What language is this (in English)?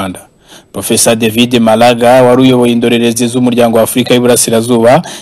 Kinyarwanda